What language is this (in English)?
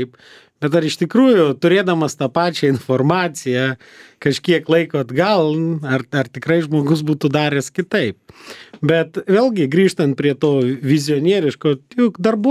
Lithuanian